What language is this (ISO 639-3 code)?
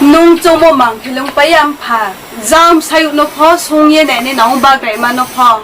ria